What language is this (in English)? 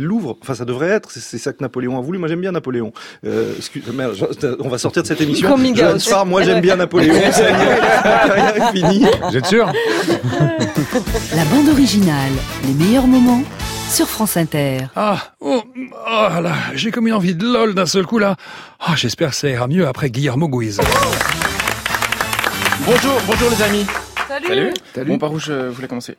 French